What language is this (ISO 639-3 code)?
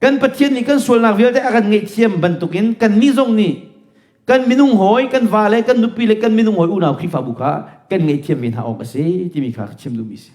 cnh